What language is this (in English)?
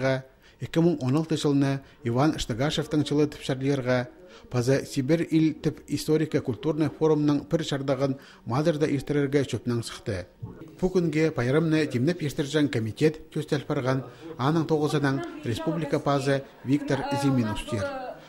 Khakas